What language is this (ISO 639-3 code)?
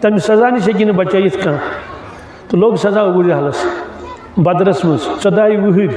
kas